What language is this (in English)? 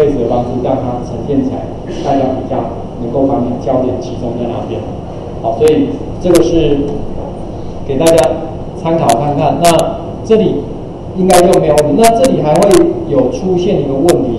Chinese